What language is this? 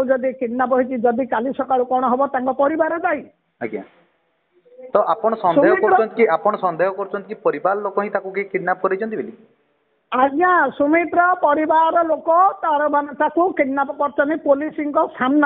Odia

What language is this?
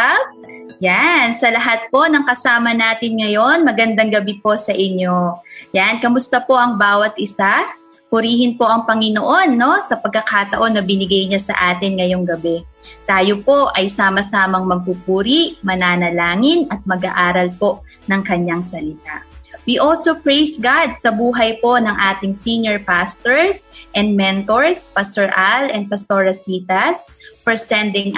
Filipino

